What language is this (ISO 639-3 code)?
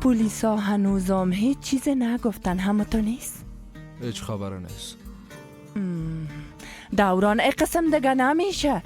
fas